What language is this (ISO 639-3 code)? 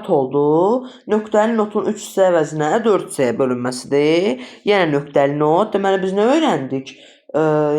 aze